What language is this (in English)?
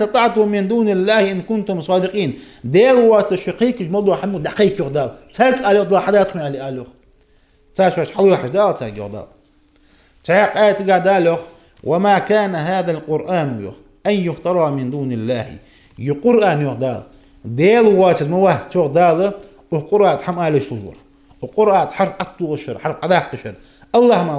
Ingush